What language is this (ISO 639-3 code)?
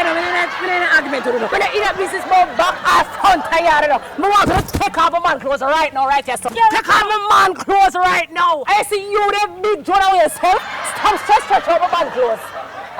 jam